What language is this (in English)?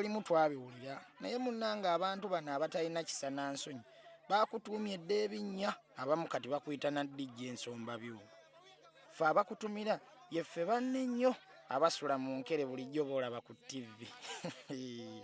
Ganda